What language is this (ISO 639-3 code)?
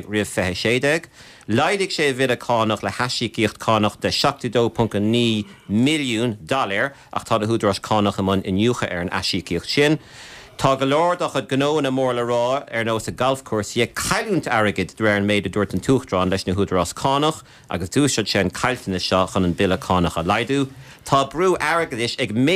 gle